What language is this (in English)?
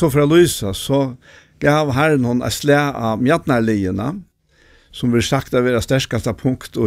Faroese